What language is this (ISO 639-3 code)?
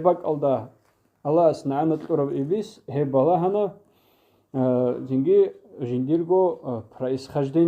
ava